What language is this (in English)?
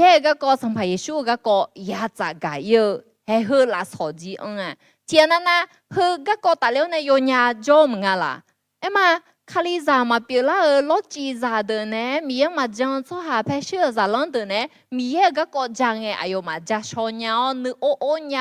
Akha